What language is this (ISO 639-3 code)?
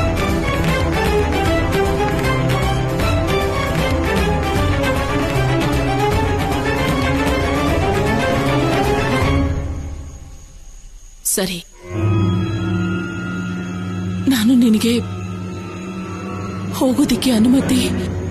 kan